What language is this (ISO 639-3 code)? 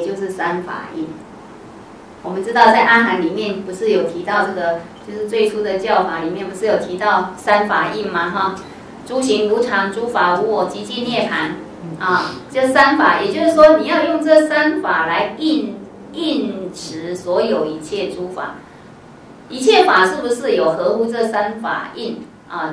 zho